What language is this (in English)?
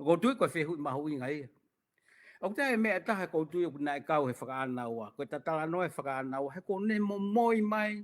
Tongan